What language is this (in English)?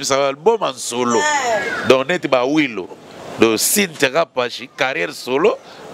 Lingala